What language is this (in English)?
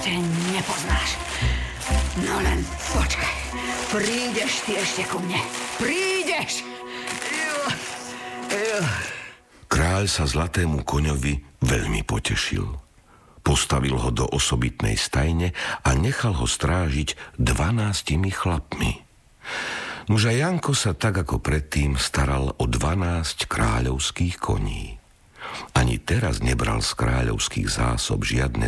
Slovak